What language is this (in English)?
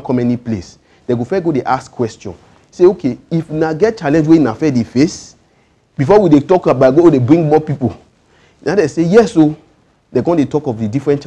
Nigerian Pidgin